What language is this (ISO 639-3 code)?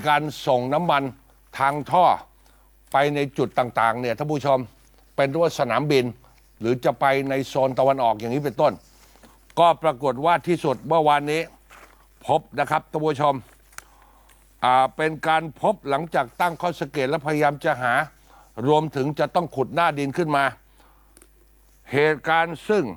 tha